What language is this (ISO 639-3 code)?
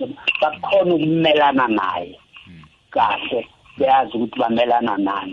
nbl